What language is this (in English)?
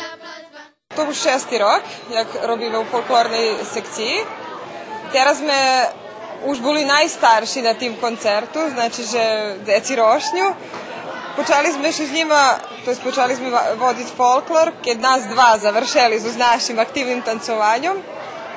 Rusyn